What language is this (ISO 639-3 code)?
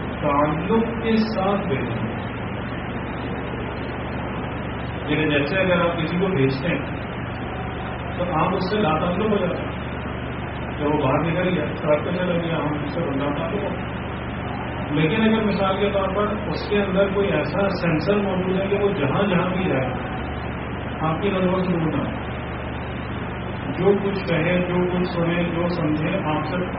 urd